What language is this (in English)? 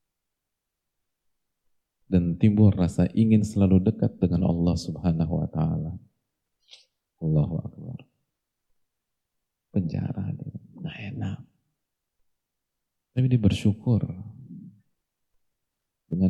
Indonesian